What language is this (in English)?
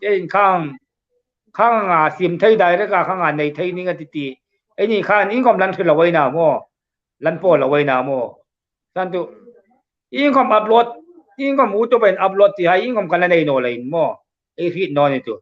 Hmar